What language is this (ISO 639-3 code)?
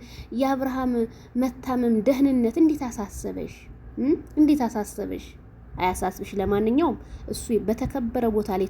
amh